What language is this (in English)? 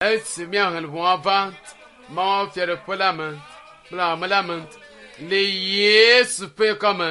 Ewe